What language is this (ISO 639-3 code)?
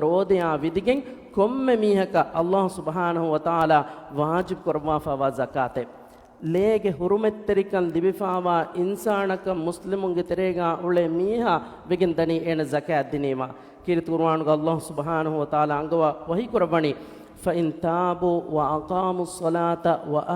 div